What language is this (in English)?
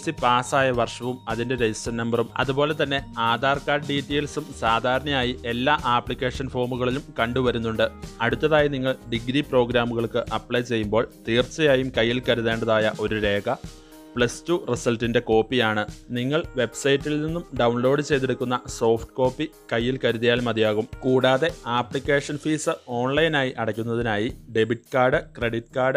Malayalam